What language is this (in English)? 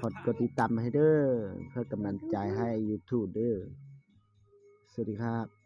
Lao